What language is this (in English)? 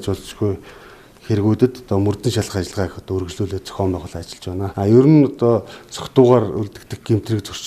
Mongolian